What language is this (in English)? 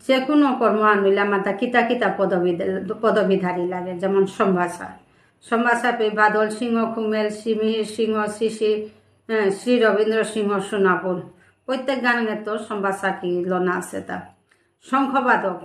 Bishnupriya